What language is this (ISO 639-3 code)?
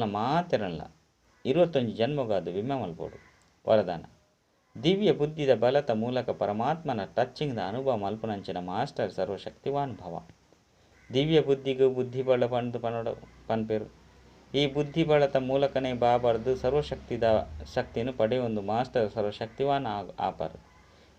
tcy